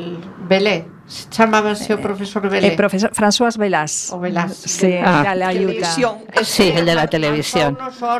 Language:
Galician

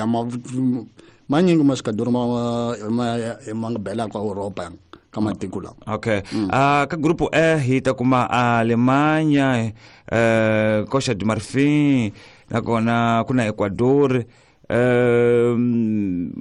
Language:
Tsonga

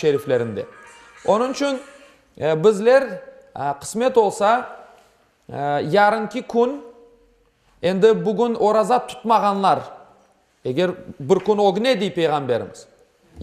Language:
Crimean Tatar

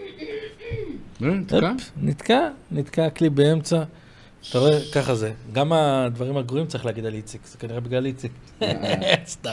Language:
Hebrew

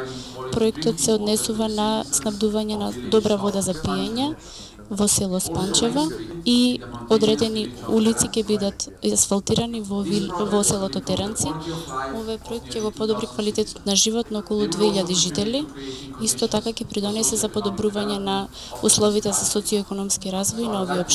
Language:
Macedonian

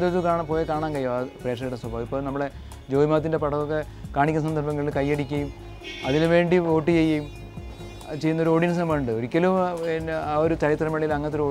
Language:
Malayalam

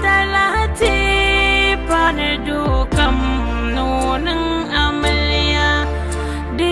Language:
Dagbani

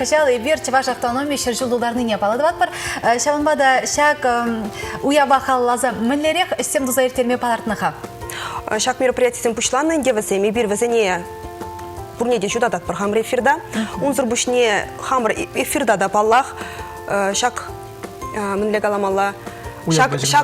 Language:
Chuvash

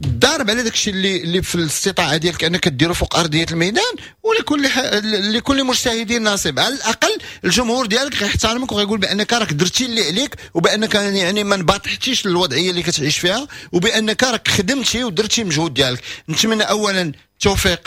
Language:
Moroccan Arabic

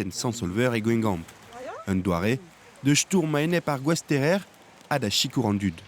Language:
Breton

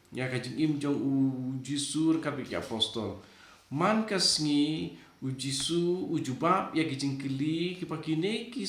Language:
Khasi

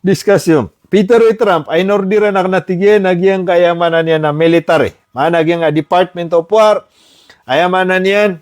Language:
Maranao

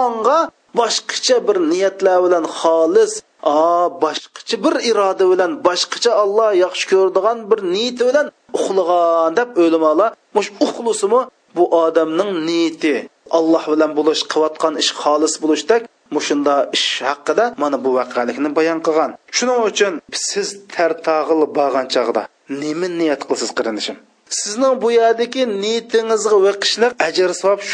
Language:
Uyghur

